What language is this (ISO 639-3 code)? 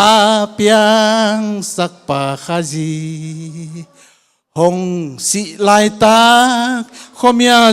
ctd